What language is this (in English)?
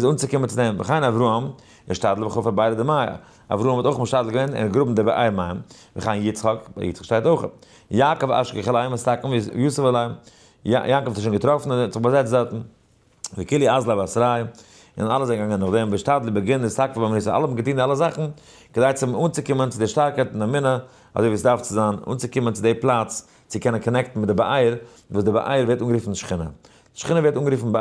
Yiddish